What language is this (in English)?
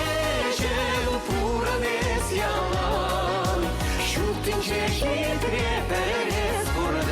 Chuvash